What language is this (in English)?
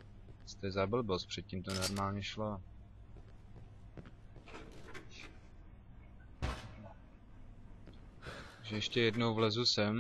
Czech